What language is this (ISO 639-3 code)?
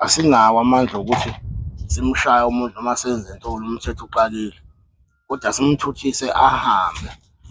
zul